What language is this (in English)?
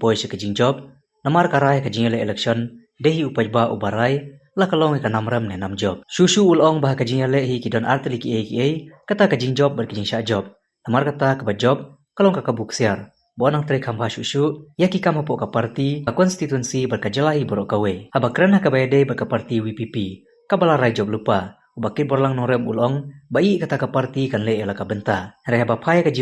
Khasi